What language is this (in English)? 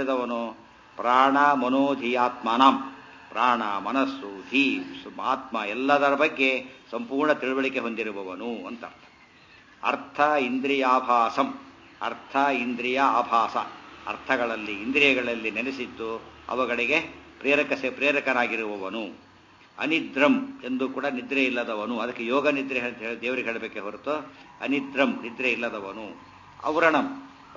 Kannada